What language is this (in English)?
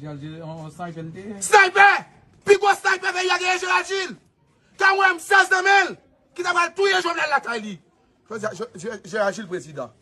Haitian Creole